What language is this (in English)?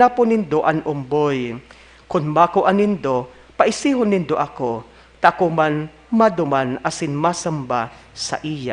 Bikol